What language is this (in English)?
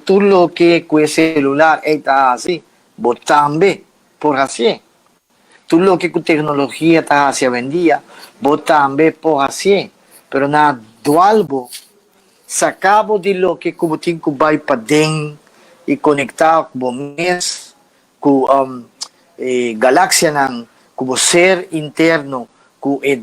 Papiamento